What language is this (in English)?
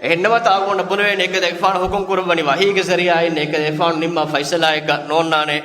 Divehi